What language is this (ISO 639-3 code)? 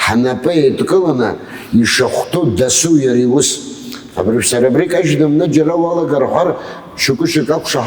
abk